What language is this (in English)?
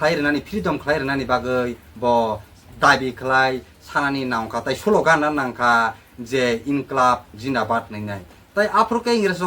Kok Borok